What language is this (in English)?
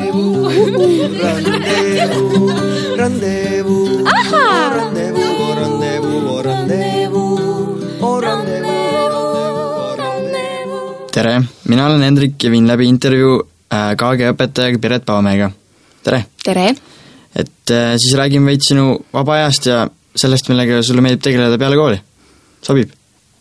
Estonian